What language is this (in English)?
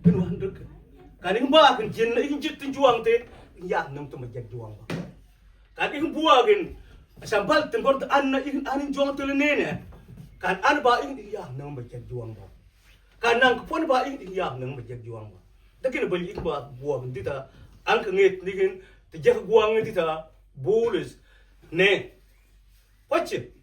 Mabaan